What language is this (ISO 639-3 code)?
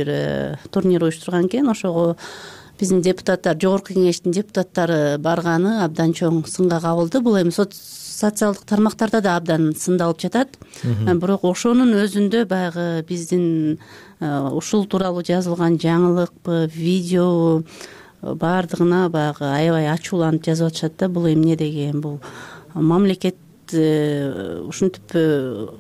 kir